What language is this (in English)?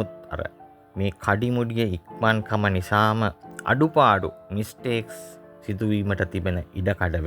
Sinhala